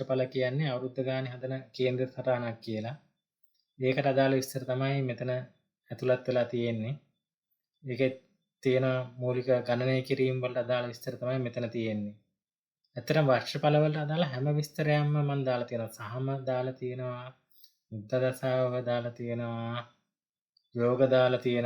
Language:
Sinhala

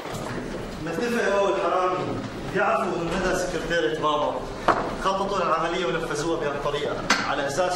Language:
North Levantine Arabic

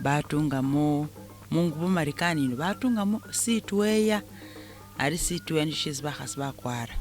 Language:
Masaaba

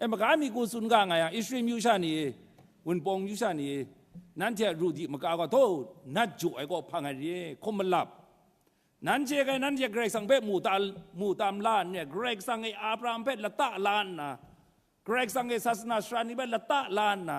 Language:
Kachin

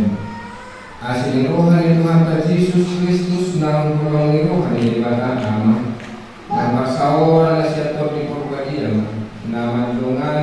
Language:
Batak Toba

